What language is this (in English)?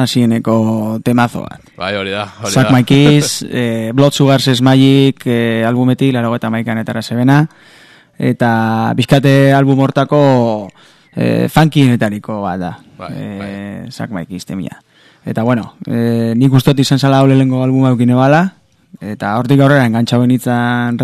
Basque